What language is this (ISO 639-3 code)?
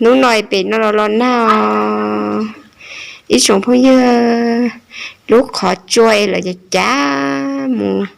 hmn